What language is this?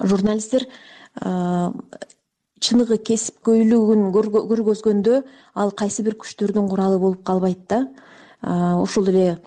Kyrgyz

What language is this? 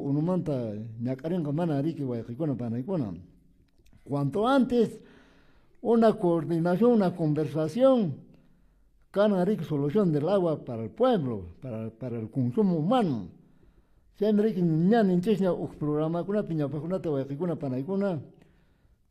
Quechua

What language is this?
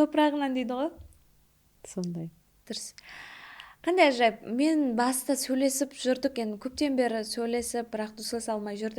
Kara-Kalpak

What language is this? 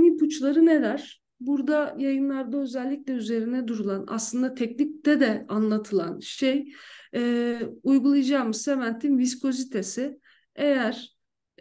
Turkish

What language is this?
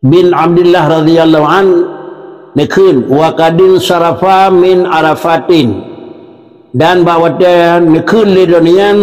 Achinese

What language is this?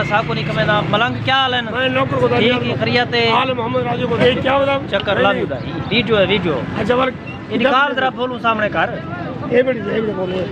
Saraiki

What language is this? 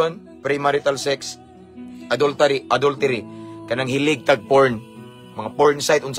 Cebuano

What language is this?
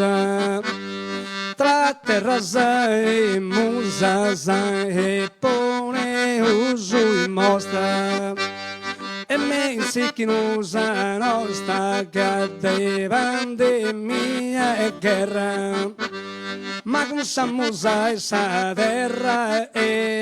Sardinian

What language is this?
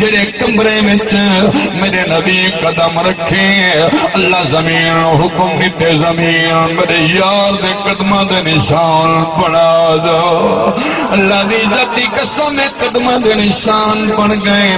Saraiki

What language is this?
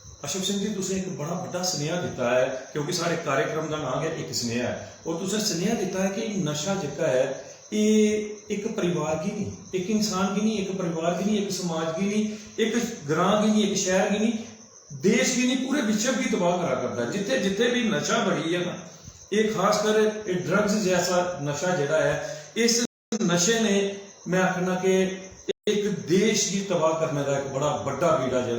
Dogri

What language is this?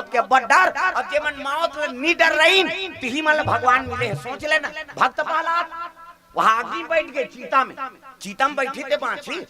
Chhattisgarhi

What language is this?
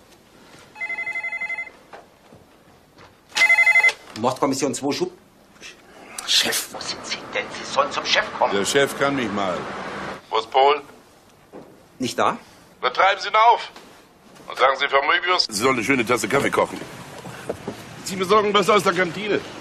German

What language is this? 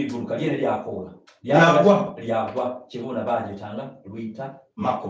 Soga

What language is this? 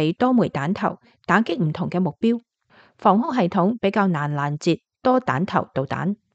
Cantonese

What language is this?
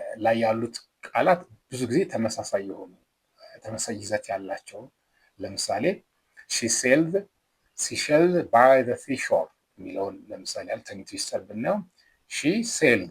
Amharic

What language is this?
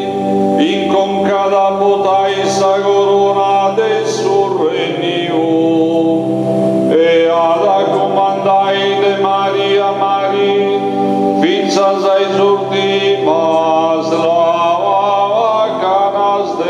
Sardinian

